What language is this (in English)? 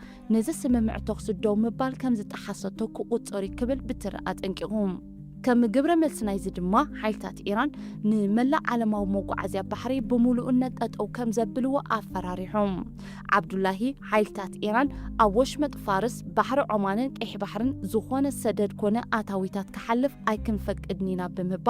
Tigrinya